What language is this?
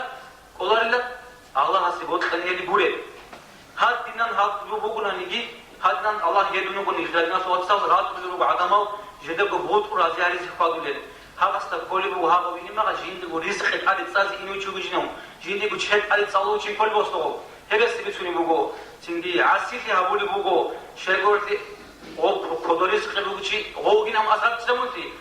Avaric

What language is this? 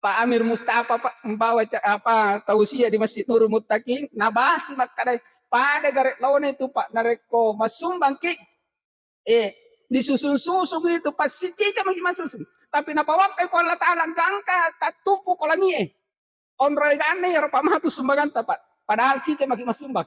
Buginese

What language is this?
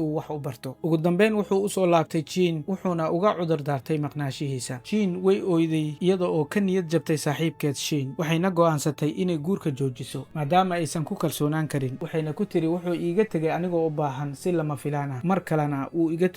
Somali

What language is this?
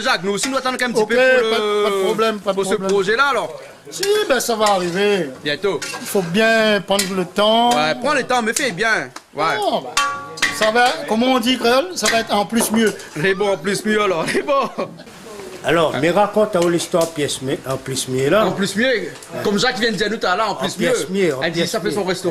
Réunion Creole French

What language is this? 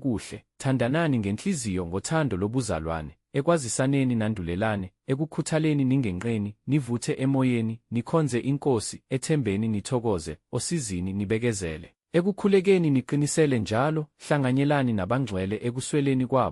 Zulu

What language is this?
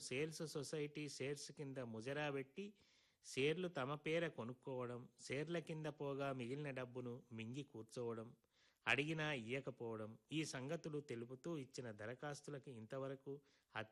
Telugu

